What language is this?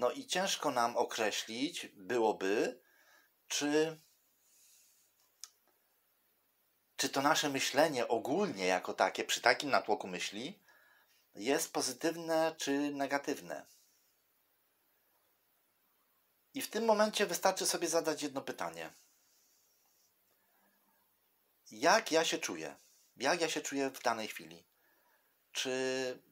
Polish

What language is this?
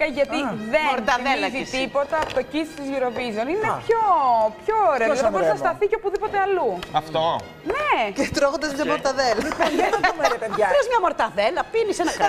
Greek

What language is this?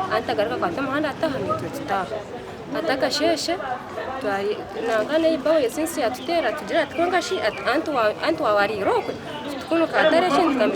Nyankole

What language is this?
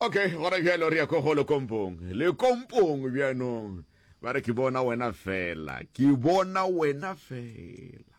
Northern Sotho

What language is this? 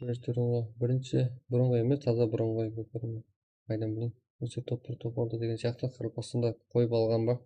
Kara-Kalpak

